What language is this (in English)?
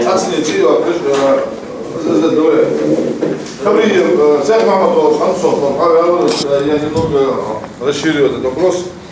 Ingush